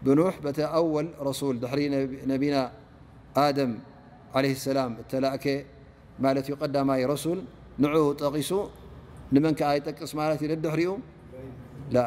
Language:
Tigrinya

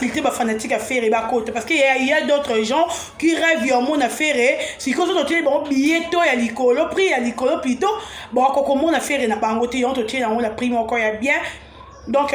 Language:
Lingala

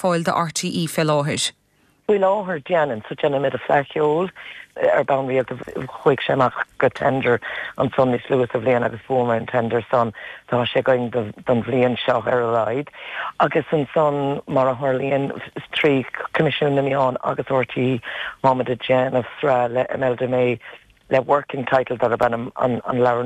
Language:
Irish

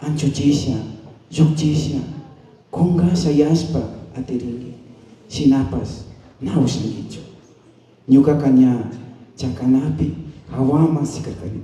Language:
Imbabura Highland Quichua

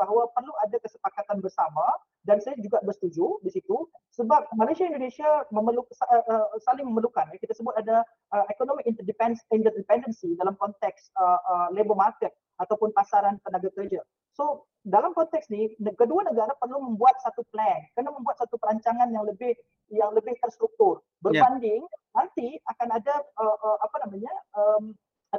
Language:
Malay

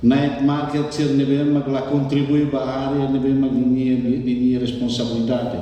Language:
Tetum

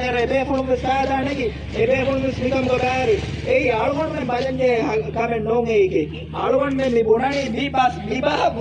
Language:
Divehi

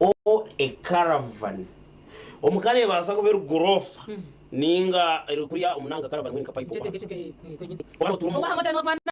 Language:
Nyankole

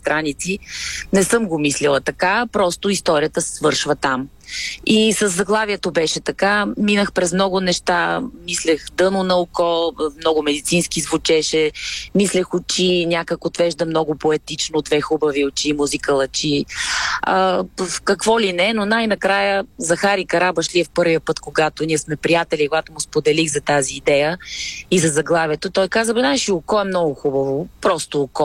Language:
Bulgarian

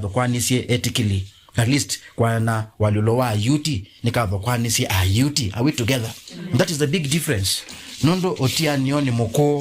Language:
Kamba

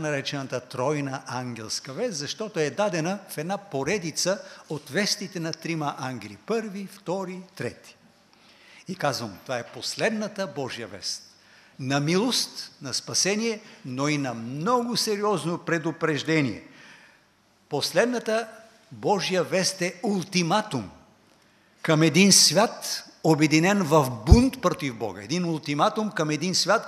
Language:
Bulgarian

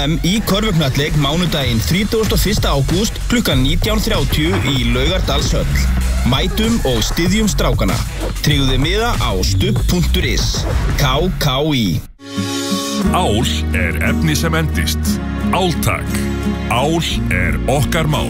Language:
Icelandic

